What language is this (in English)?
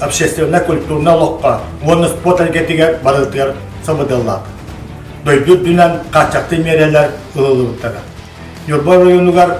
Yakut